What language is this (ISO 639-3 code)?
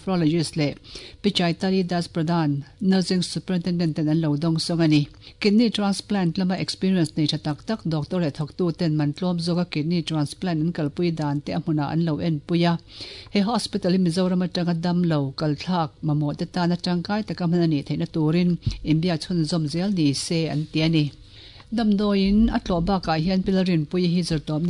lus